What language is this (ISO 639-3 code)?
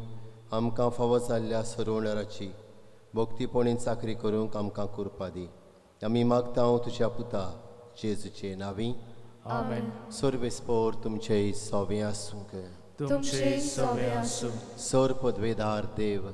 kok